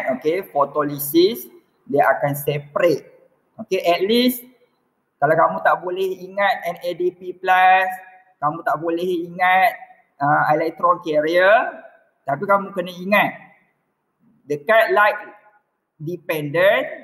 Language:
Malay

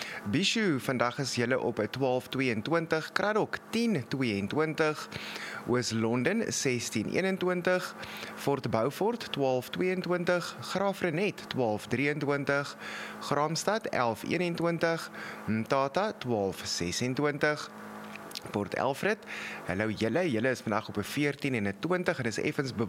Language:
Afrikaans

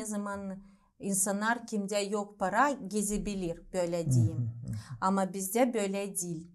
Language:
Gagauz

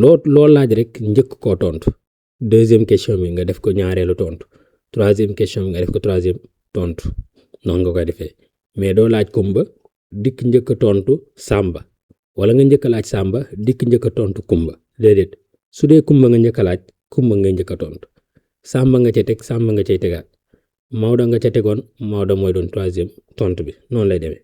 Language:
Wolof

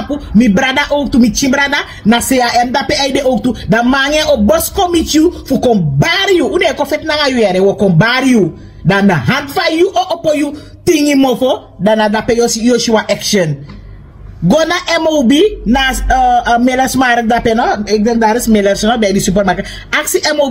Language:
Sranan Tongo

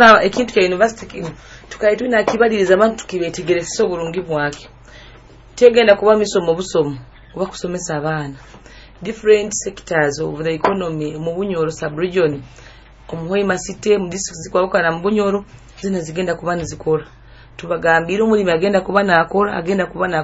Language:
Nyoro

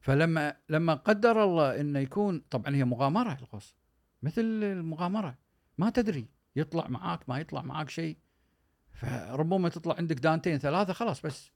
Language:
Gulf Arabic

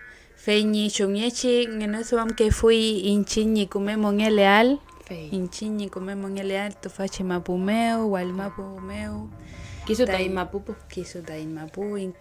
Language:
Mapuche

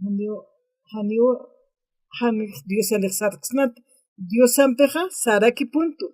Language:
Aymara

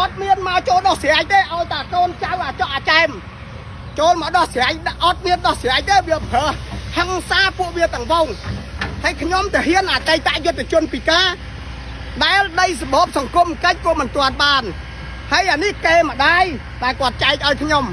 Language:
Khmer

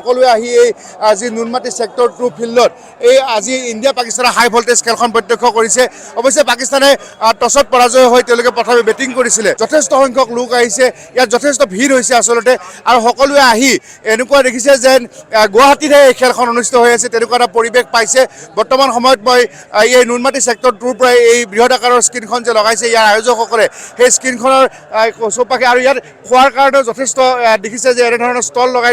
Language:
Assamese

